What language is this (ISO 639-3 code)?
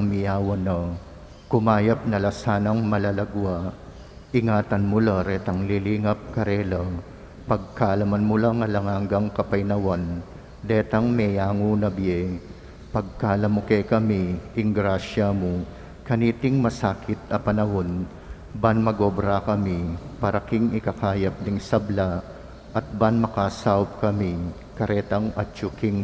pam